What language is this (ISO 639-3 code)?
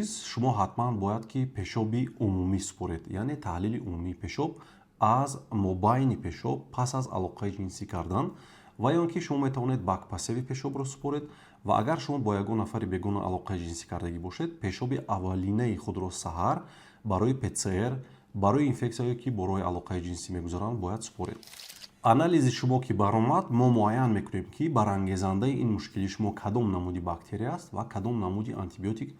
tgk